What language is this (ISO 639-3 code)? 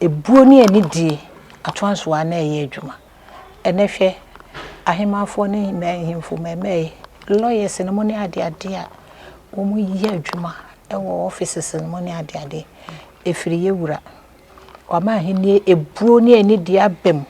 aka